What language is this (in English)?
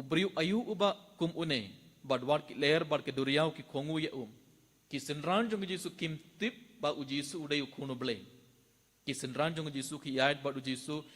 Khasi